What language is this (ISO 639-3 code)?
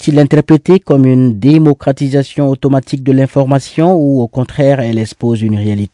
fra